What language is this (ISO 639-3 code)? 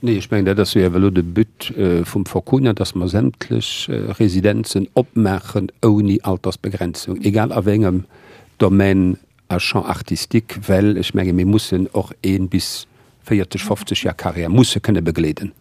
ltz